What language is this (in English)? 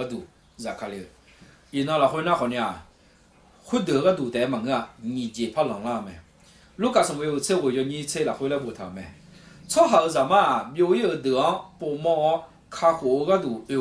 Akha